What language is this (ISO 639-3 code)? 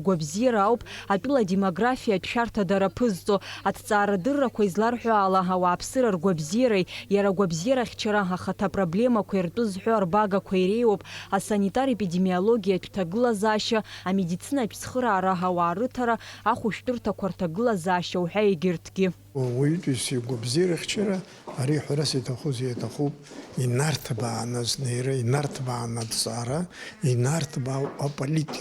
abk